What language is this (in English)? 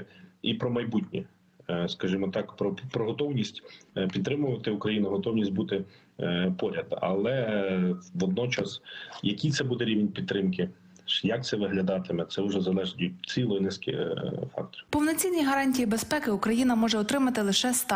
Ukrainian